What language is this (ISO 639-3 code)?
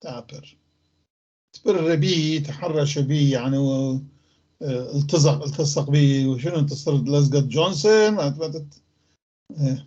apc